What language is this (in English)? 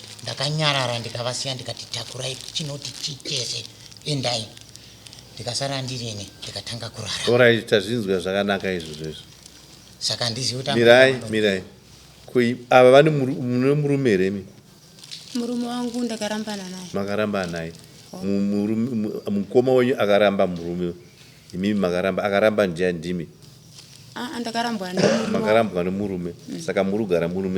Shona